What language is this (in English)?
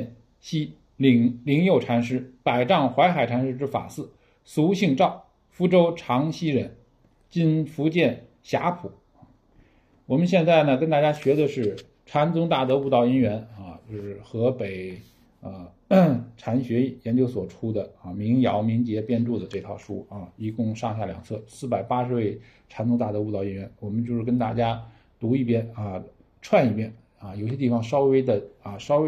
Chinese